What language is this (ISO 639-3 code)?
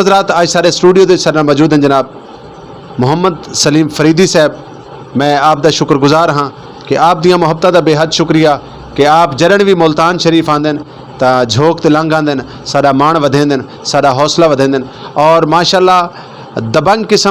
skr